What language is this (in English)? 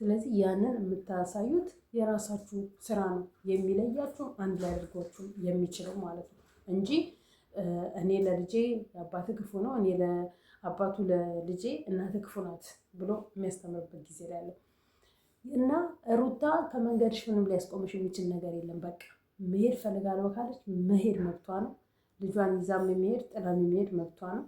Amharic